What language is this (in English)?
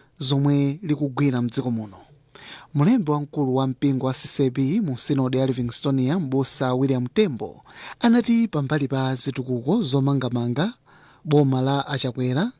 Nyanja